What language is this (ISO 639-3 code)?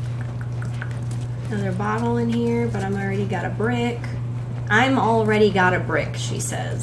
eng